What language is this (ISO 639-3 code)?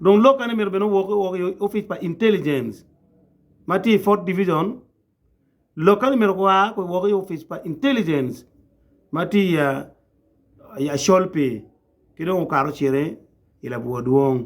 ach